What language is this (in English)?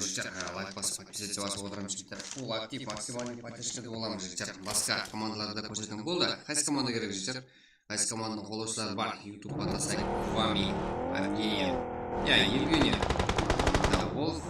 Kara-Kalpak